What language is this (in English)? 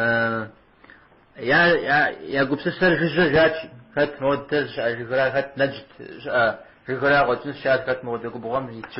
Kabardian